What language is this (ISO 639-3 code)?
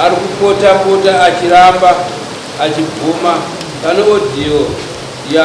sna